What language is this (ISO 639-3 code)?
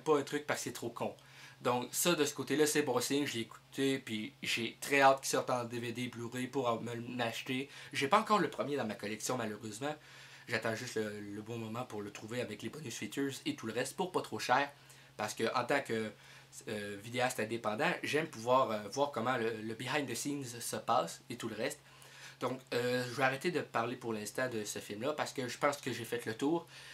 fra